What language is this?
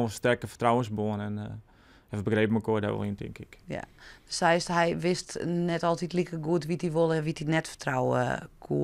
Western Frisian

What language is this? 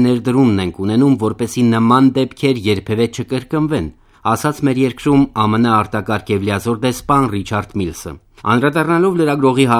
Armenian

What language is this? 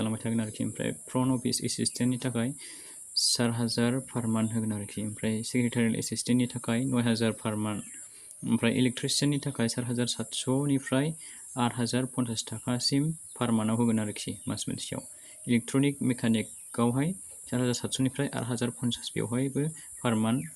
Bodo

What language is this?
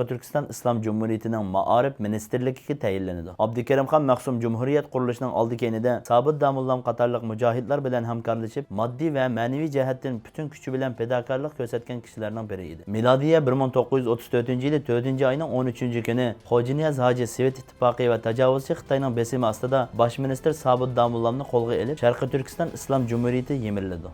Uyghur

